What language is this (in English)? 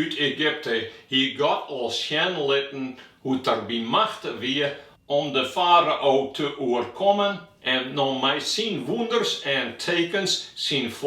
Western Frisian